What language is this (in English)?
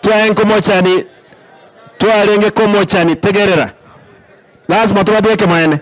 Gusii